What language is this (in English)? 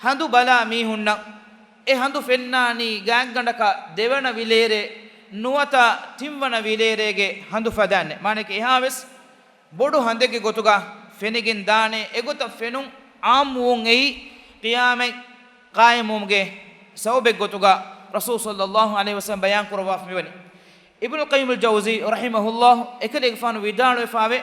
Divehi